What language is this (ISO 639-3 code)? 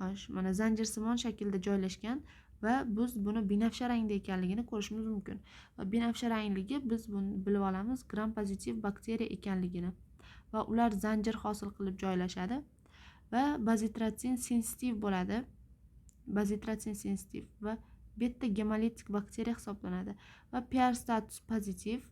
uzb